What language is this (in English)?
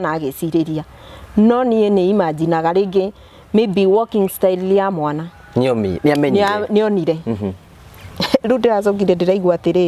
Kikuyu